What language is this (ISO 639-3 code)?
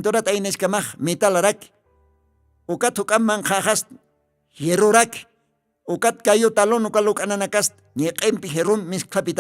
aym